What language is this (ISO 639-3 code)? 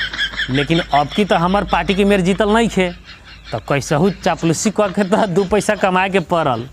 bho